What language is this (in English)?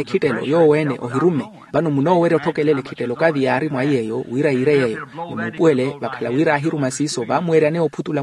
Makhuwa